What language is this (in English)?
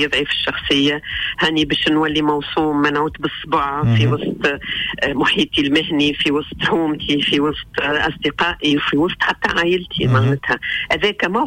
Tunisian Arabic